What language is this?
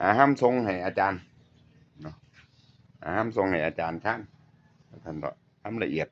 Lao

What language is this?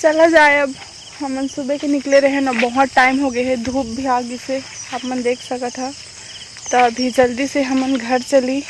Chhattisgarhi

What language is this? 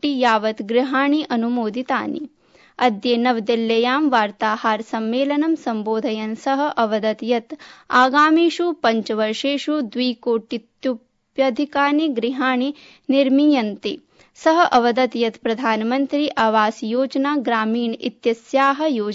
Sanskrit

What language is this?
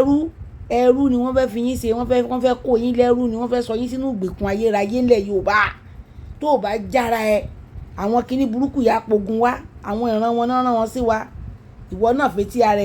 Yoruba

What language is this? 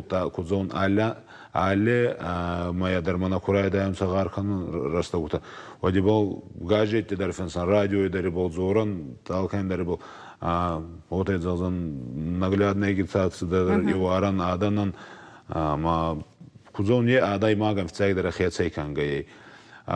Ossetic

